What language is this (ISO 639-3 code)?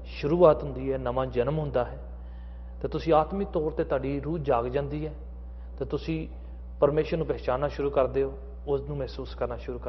pan